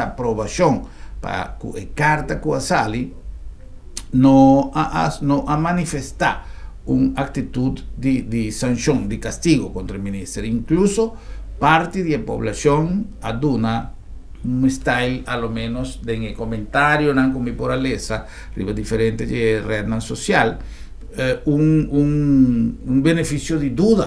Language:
Papiamento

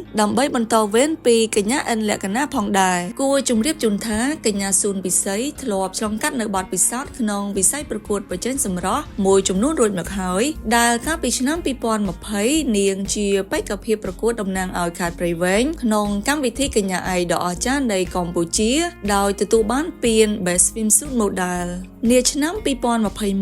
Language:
Khmer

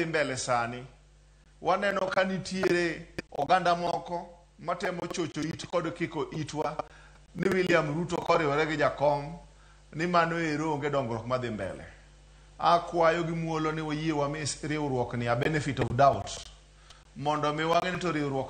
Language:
Luo (Kenya and Tanzania)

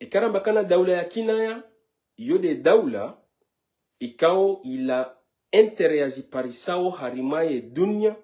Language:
Ngazidja Comorian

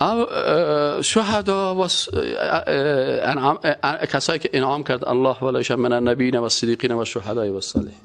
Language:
Persian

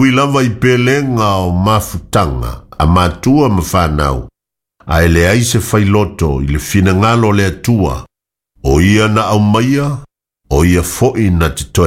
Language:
Samoan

